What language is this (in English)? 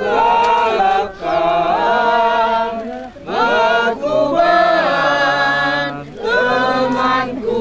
Batak Karo